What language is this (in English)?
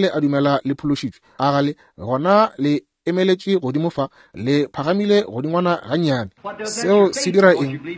Northern Sotho